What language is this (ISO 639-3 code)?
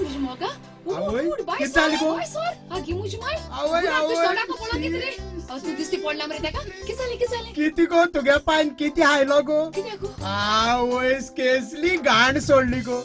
kok